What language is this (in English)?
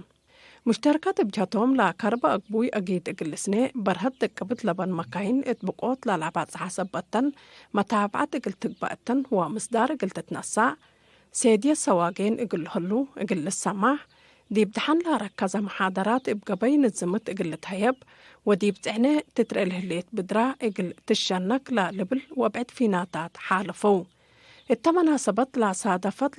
Tigre